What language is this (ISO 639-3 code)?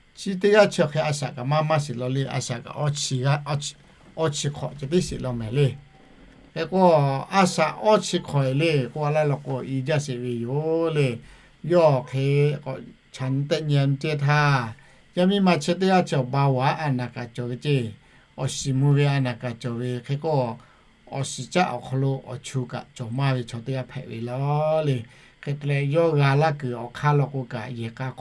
lhu